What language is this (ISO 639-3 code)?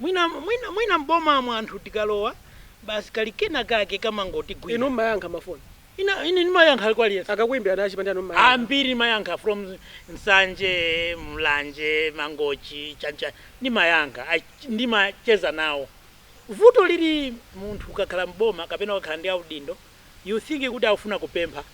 nya